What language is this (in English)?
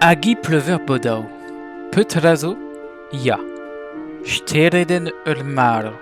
Breton